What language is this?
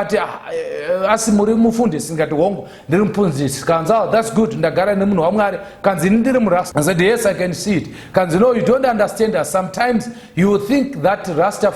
Shona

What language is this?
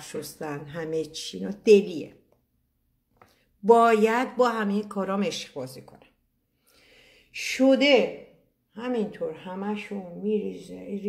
Persian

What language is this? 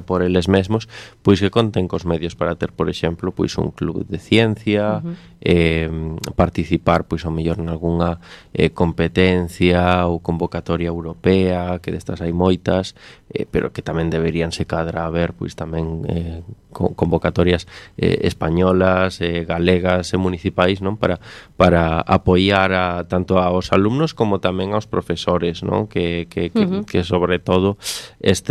Galician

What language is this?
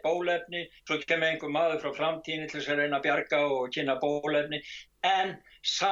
Icelandic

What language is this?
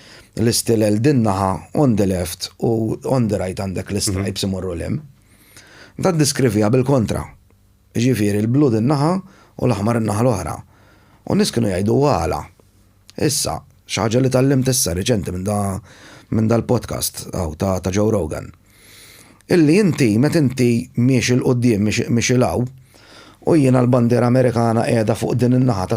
Maltese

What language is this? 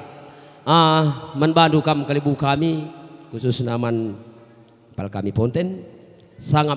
Batak Karo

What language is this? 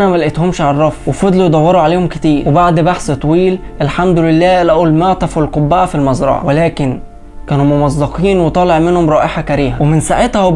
Egyptian Arabic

